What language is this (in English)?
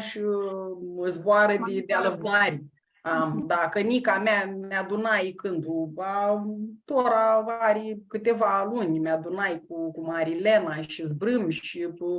Aromanian